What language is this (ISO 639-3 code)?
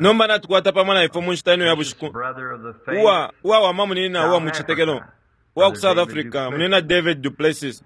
bem